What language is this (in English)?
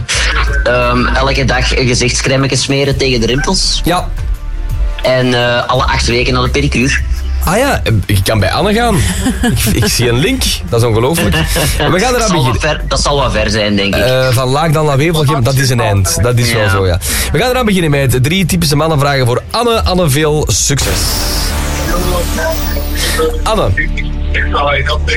Dutch